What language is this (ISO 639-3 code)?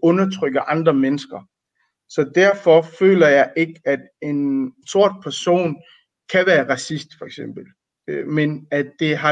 dan